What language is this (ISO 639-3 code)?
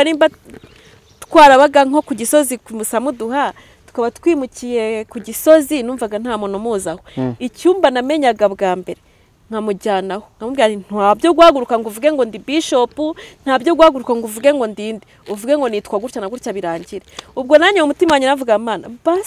kin